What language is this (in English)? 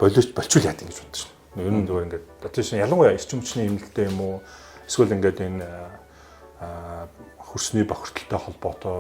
Mongolian